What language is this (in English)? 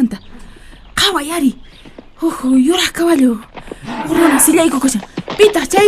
Quechua